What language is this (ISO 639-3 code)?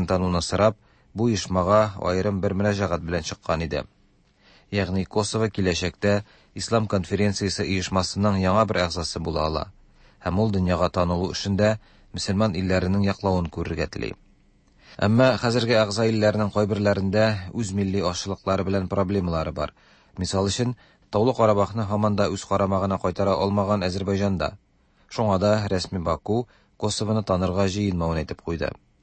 tat